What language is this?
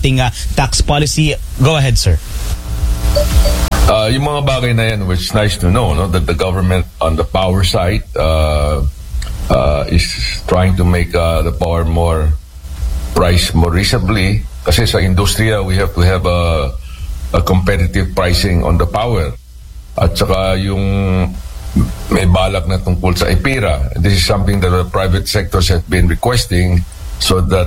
Filipino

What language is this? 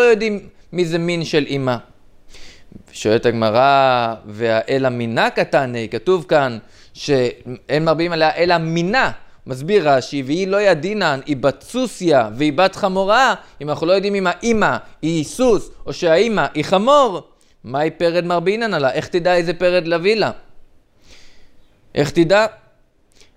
Hebrew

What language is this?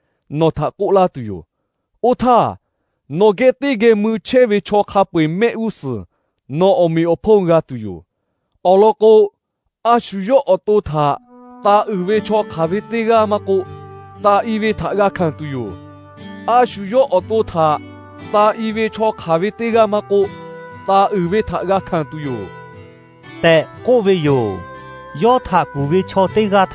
Lahu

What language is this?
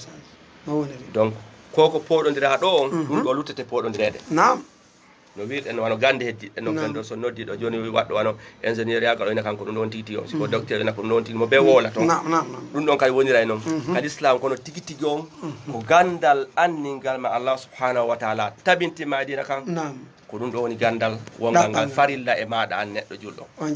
Fula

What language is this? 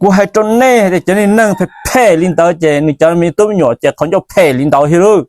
Hmong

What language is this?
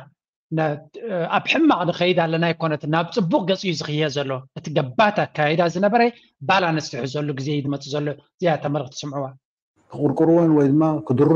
Tigrinya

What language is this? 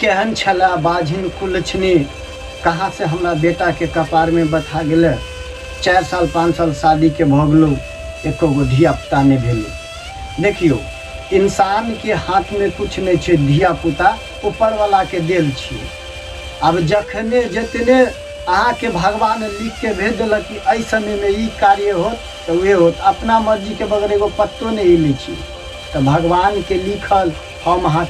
Maithili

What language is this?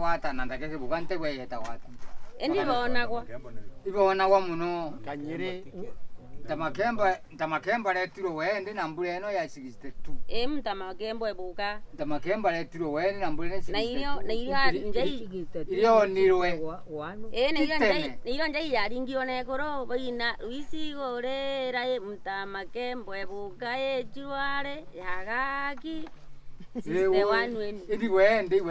Meru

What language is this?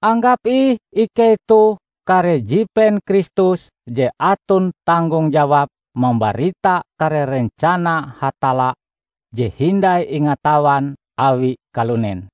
Ngaju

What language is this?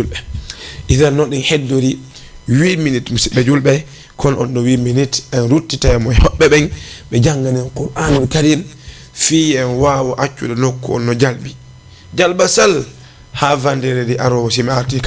Fula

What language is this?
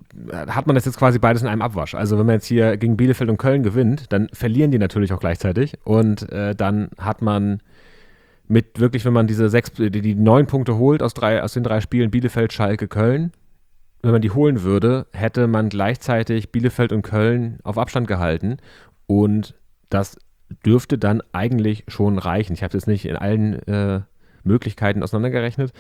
German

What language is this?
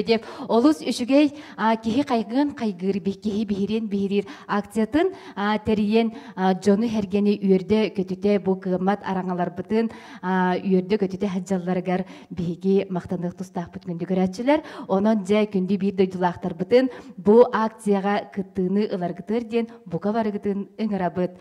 Yakut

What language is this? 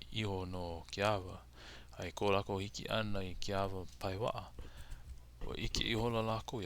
Hawaiian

